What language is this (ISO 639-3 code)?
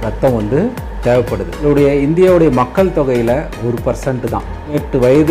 tam